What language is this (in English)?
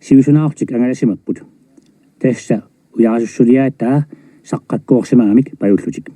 Kalaallisut